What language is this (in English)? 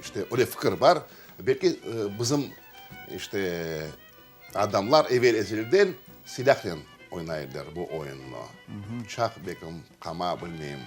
Crimean Tatar